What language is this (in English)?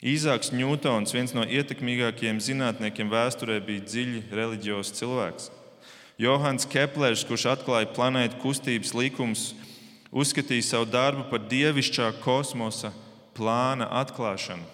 Latvian